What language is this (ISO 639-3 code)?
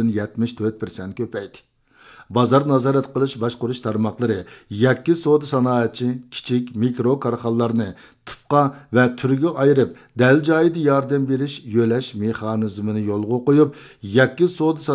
uig